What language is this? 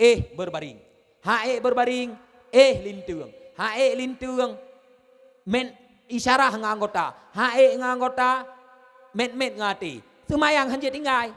Achinese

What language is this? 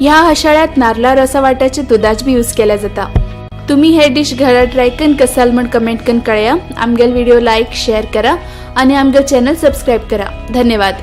Konkani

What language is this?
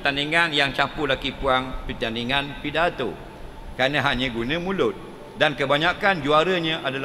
Malay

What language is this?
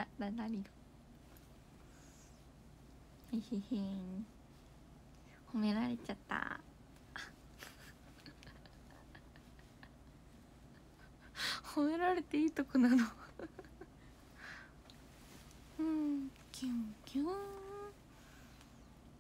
Japanese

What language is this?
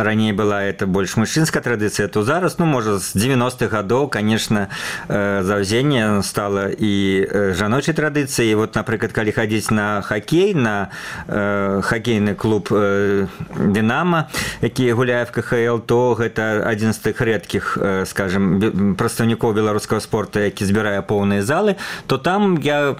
Belarusian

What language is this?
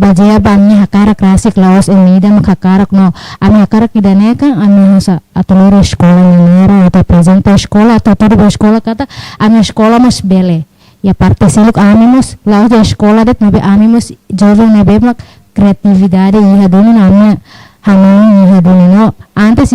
Tetum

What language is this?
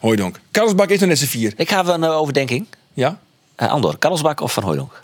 Western Frisian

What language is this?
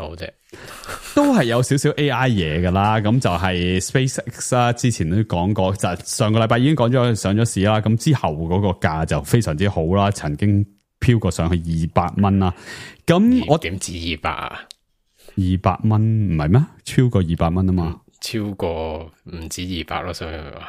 Cantonese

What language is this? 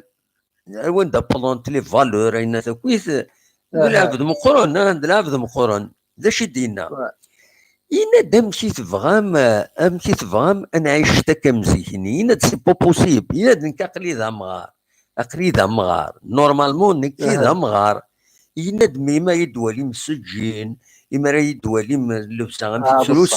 Kabyle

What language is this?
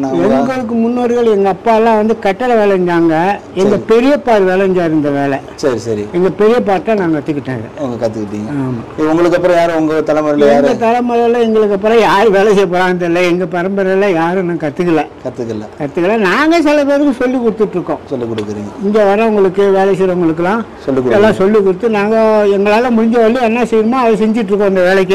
Tamil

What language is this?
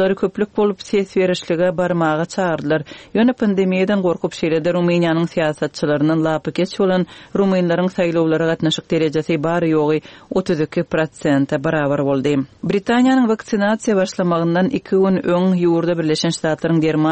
Turkmen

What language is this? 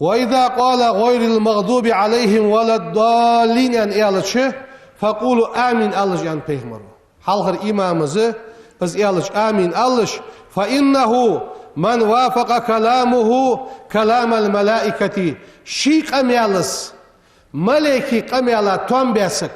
Ingush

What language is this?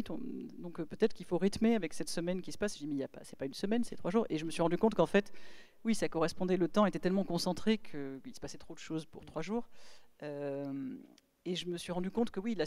French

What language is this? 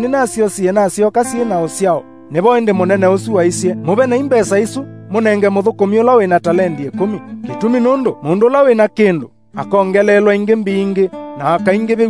Kamba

